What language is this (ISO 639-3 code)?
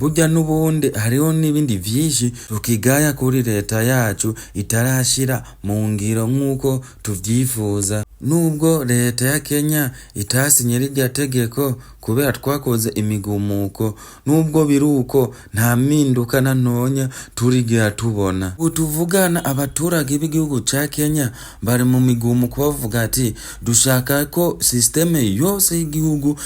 run